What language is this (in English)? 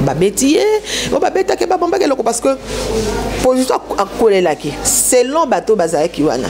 Lingala